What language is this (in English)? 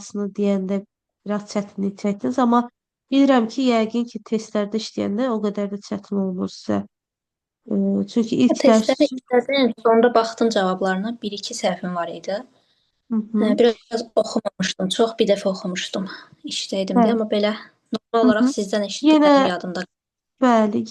Azerbaijani